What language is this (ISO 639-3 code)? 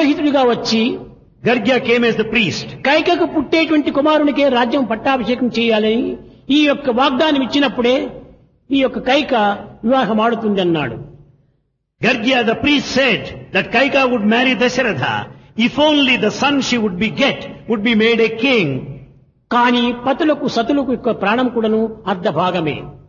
tel